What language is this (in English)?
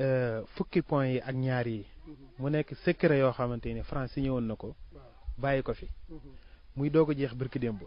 Wolof